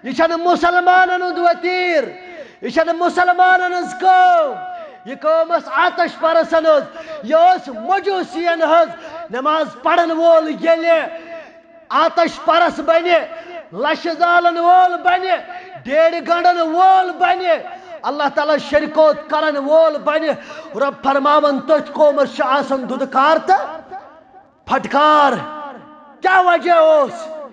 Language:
Kashmiri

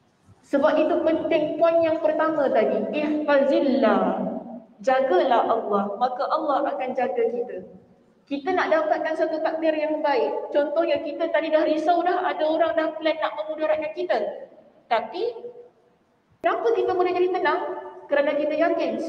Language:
Malay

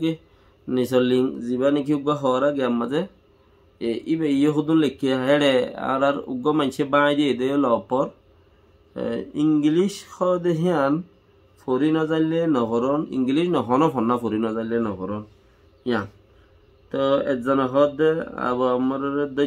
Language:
Rohingya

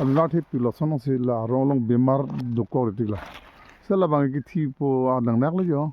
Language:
Karbi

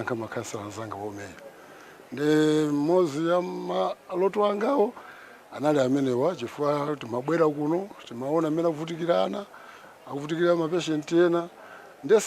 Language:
Nyanja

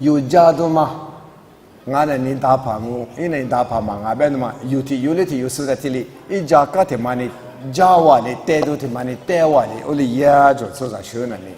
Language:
Lisu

